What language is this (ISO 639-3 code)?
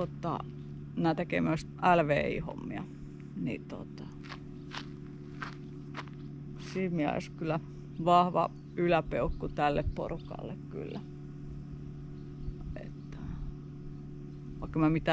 fin